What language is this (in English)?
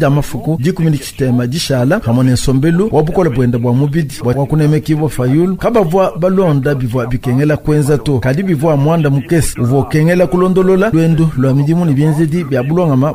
Luba-Lulua